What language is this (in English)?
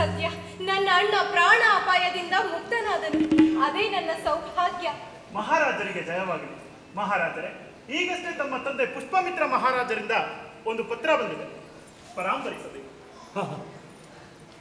Kannada